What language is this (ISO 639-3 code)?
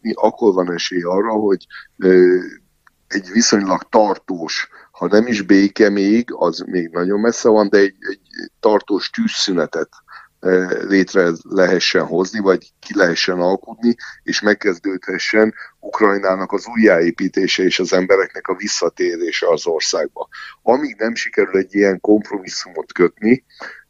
hun